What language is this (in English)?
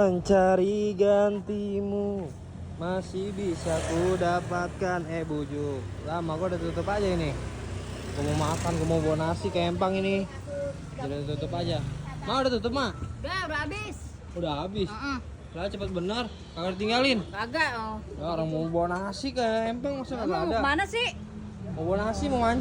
Betawi